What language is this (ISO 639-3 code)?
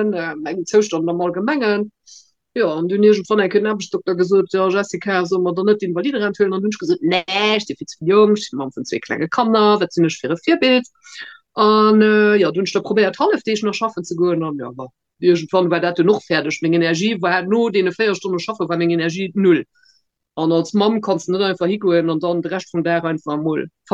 ltz